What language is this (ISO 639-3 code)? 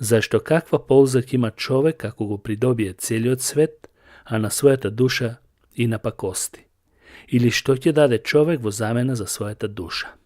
mkd